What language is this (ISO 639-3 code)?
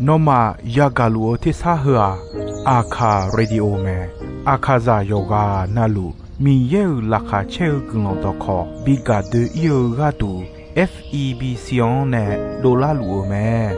ahk